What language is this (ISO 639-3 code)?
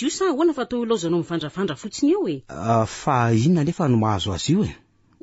mlg